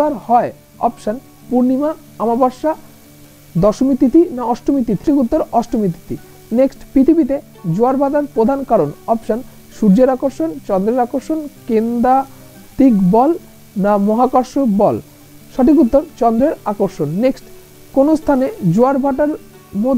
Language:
Bangla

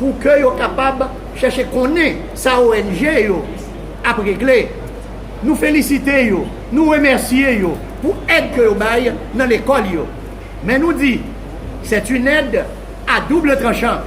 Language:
Haitian Creole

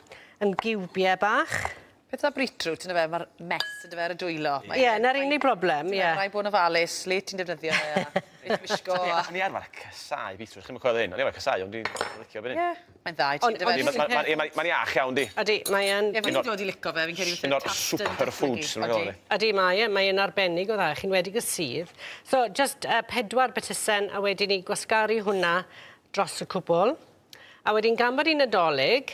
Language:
Welsh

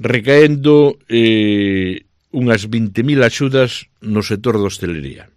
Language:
Galician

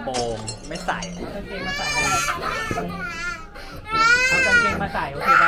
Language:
Thai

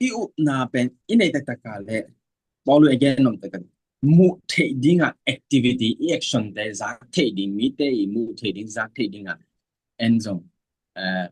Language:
Tedim Chin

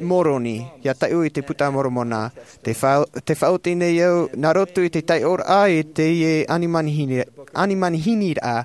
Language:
Tahitian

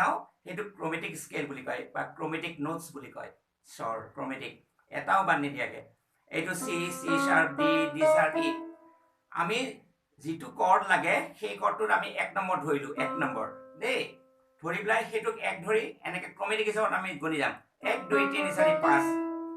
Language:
Assamese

